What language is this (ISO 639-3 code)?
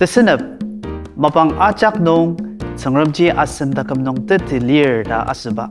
njo